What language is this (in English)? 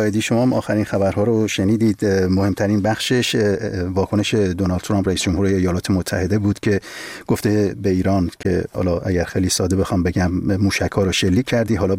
Persian